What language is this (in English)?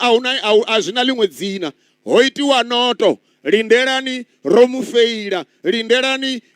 Venda